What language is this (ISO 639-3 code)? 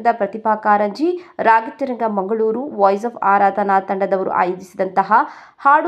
kan